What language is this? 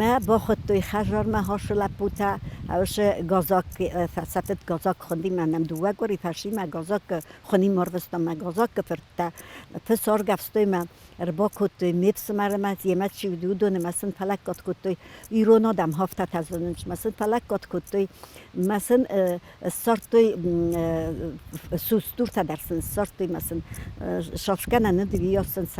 Ossetic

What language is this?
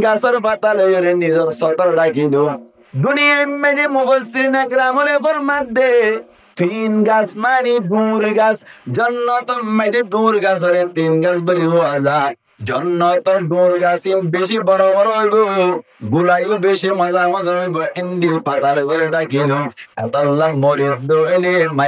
Rohingya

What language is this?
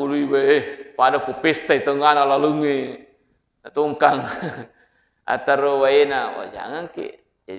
Buginese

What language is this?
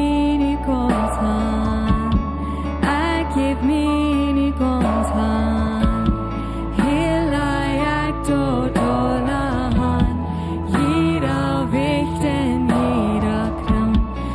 Plautdietsch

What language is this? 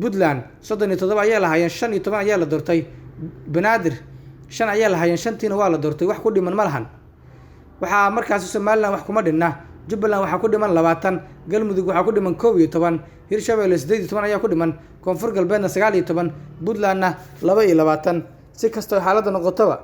Somali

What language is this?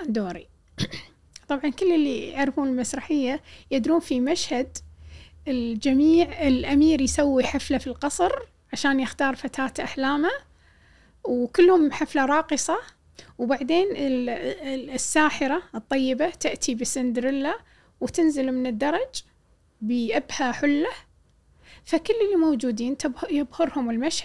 Gulf Arabic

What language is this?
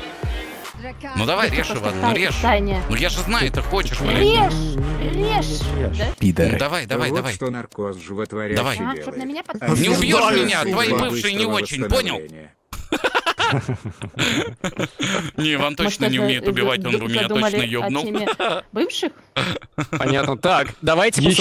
Russian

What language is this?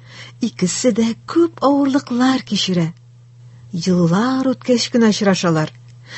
Tatar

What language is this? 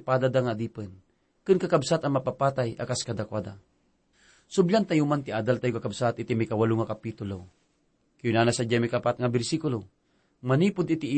Iloko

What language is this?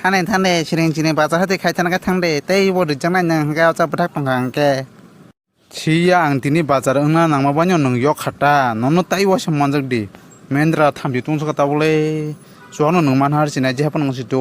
Kok Borok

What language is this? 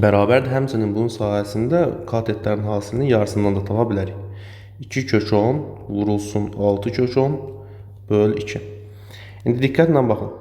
Azerbaijani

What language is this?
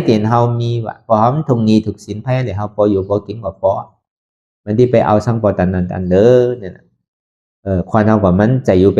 Shan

